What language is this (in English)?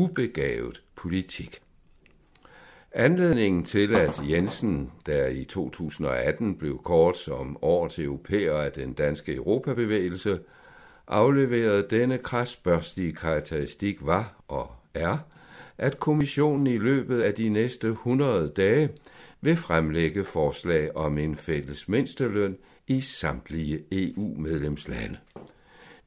Danish